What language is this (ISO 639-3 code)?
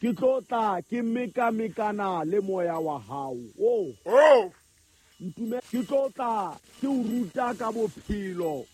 sot